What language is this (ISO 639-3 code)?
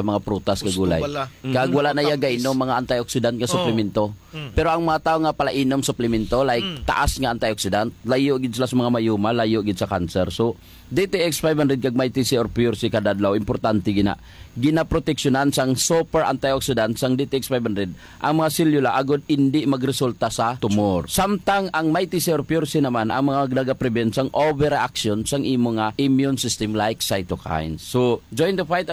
hil